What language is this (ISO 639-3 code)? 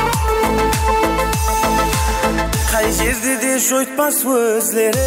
kaa